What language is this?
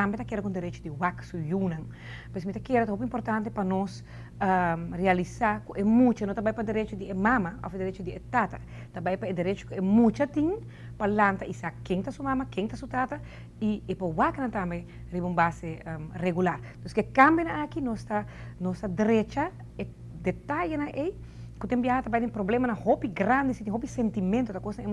Papiamento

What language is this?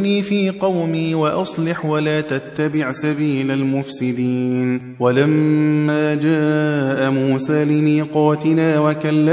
Arabic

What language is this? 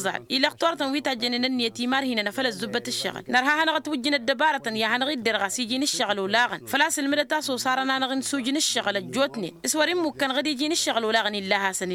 Tamasheq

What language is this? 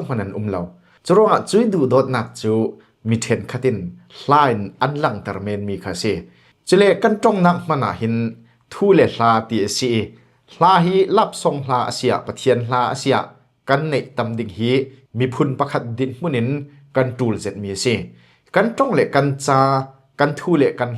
Falam Chin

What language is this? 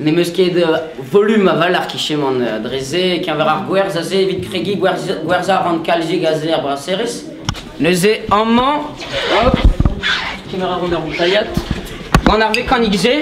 Breton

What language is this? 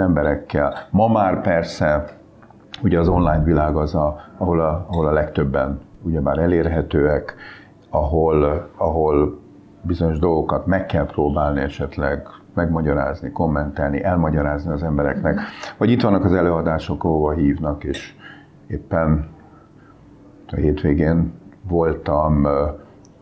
Hungarian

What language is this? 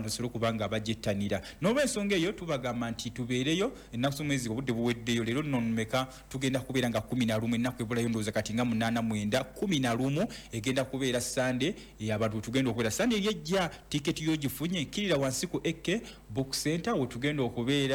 Ganda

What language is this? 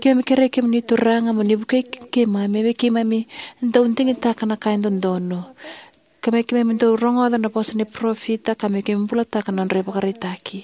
Fijian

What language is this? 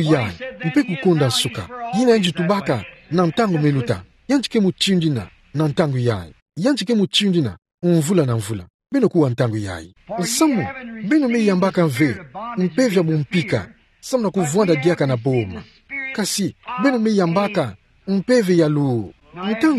Kituba (Democratic Republic of Congo)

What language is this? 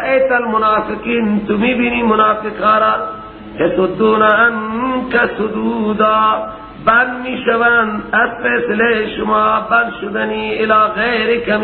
Persian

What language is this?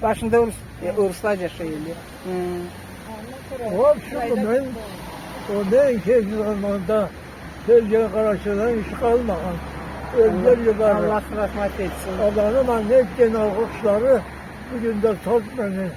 Karachay-Balkar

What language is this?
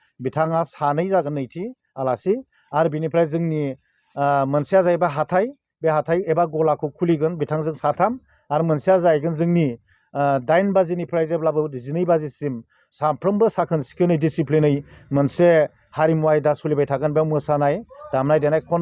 Bodo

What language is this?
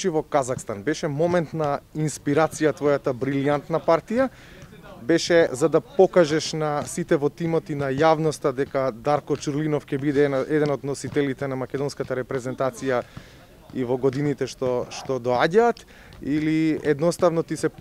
Macedonian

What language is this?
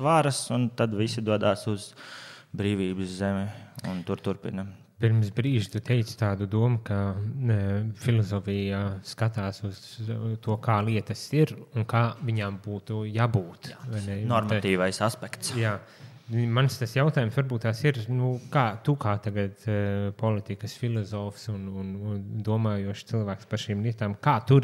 Latvian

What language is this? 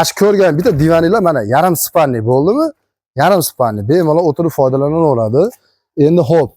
Uzbek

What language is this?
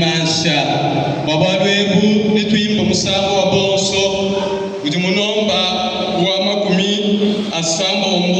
Luba-Lulua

